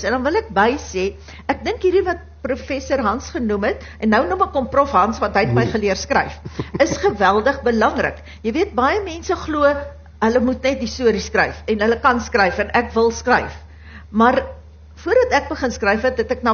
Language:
Afrikaans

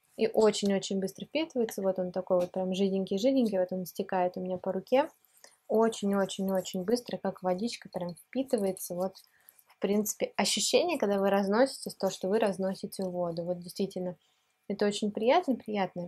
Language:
Russian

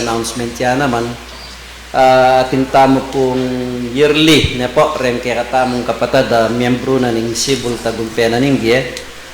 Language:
Pampanga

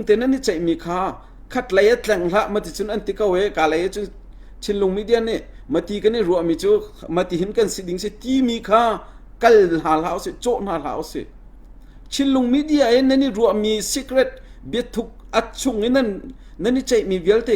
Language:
Hakha Chin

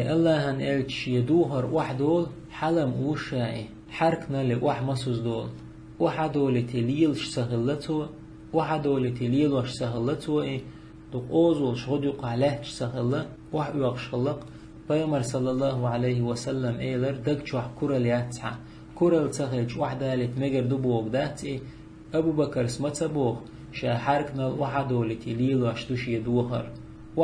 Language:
Chechen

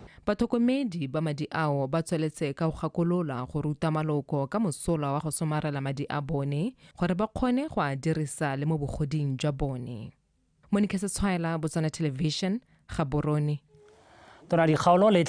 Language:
Tswana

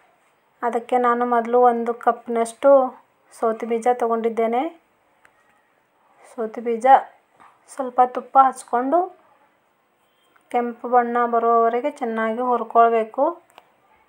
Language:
Kannada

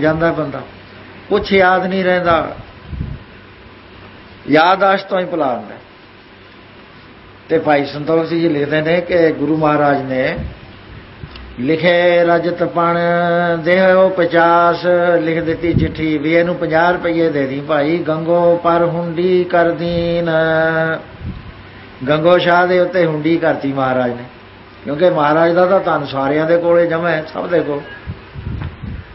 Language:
Punjabi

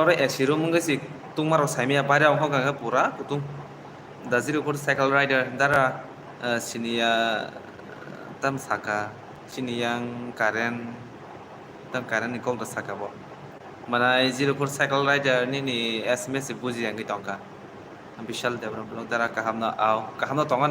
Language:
Kok Borok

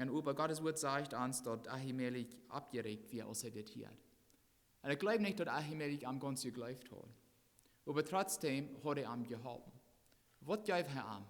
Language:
Plautdietsch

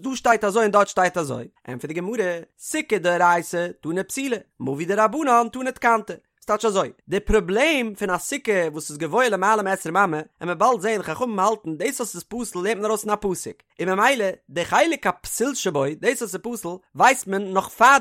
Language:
Yiddish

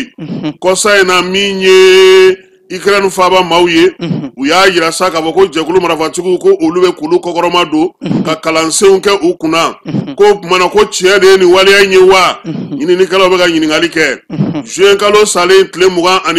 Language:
Bambara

